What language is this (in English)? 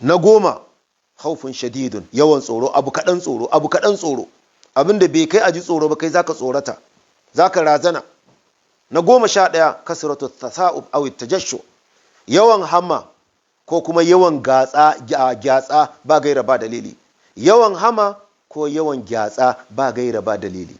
Hausa